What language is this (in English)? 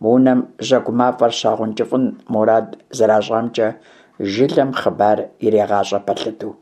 Kabardian